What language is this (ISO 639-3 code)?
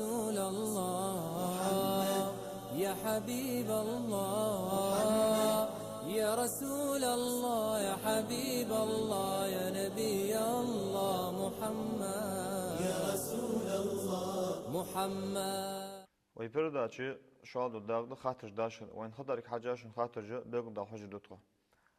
inh